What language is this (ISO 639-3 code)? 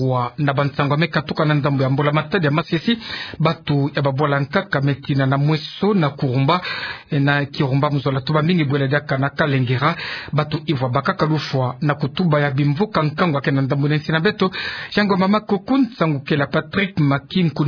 ktu